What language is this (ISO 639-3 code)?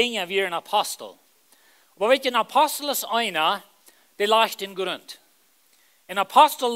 pdt